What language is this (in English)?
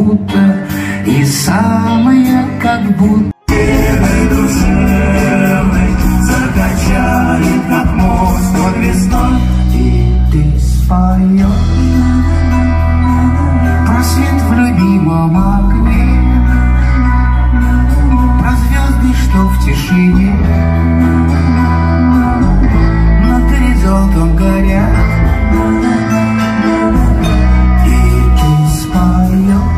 Russian